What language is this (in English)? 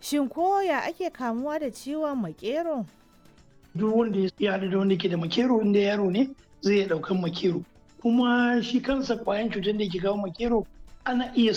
Hausa